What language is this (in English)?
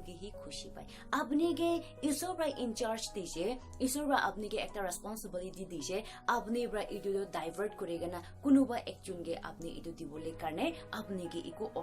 Naga Pidgin